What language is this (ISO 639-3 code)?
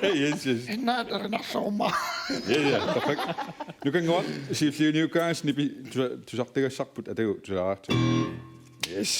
kal